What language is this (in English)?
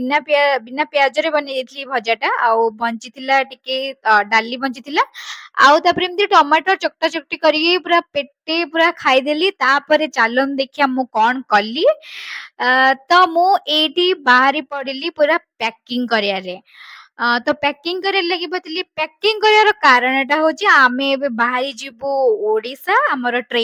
Odia